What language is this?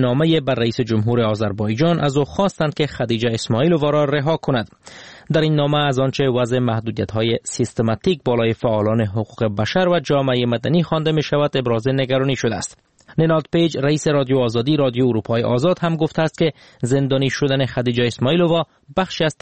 Persian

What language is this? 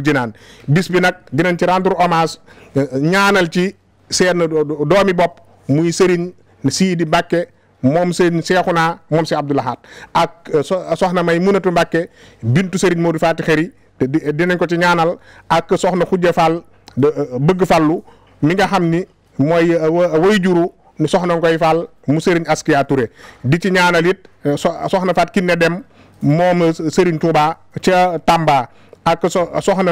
Wolof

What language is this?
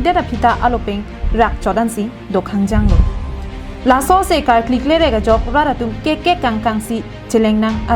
Karbi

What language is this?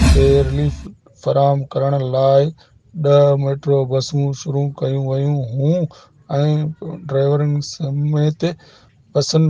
Sindhi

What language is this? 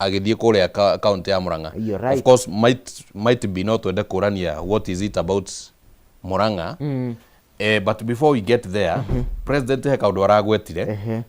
Kikuyu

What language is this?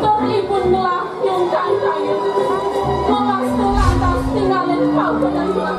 Balinese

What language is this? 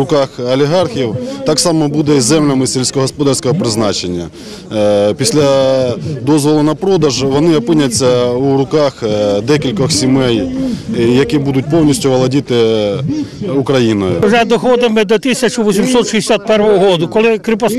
Ukrainian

